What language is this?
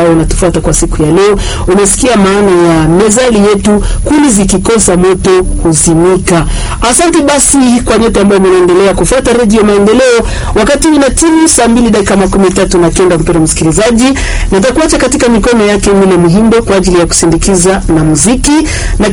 Swahili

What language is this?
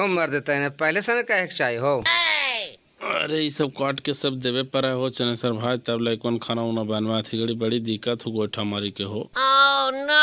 Magahi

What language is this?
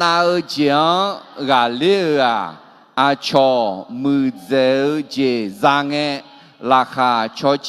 Akha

